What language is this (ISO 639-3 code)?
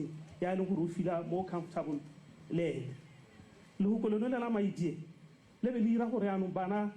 tsn